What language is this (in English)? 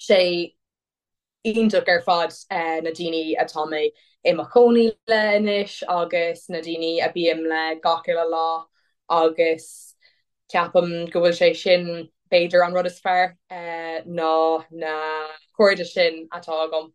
Irish